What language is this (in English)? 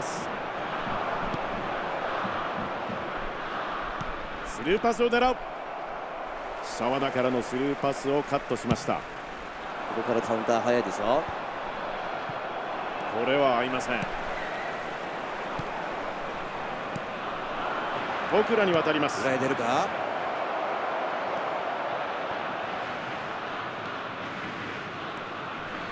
Japanese